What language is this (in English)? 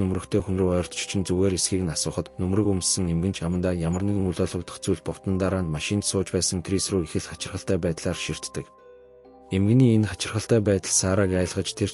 Mongolian